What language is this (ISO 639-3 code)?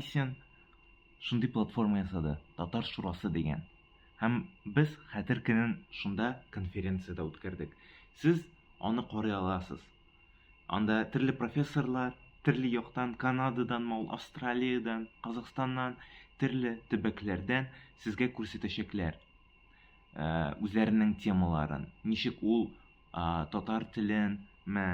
tat